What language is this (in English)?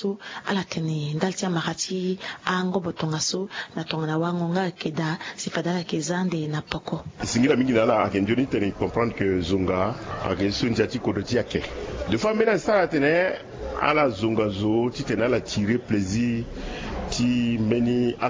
Sango